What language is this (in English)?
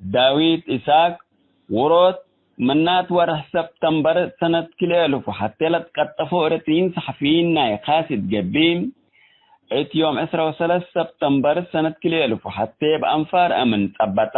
Tigre